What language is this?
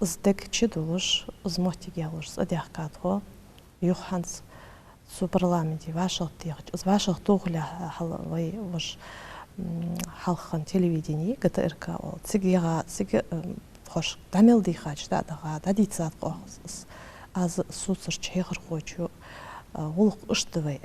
Ingush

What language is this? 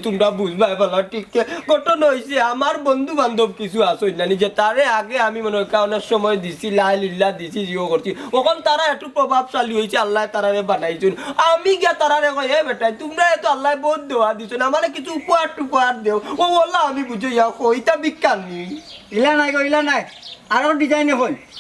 Sylheti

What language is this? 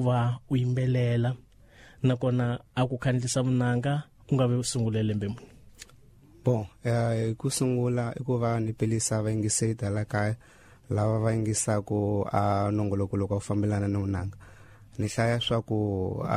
Tsonga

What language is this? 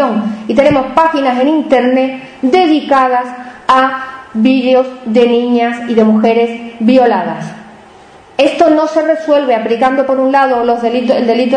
Spanish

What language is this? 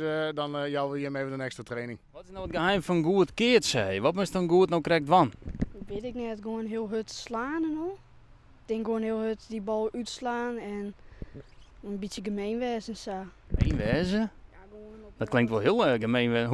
Western Frisian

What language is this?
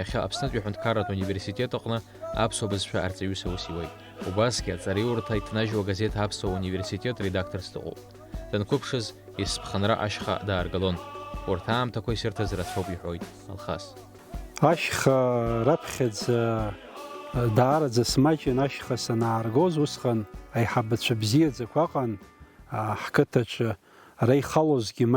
Abkhazian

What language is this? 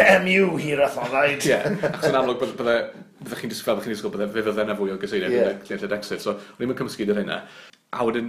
Welsh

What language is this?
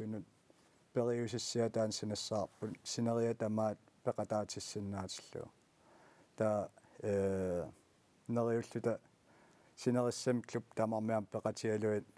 Kalaallisut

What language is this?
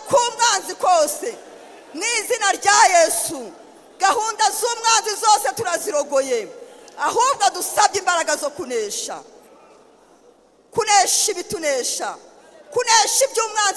Kinyarwanda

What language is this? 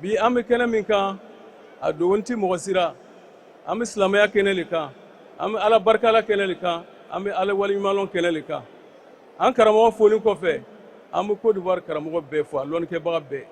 Bambara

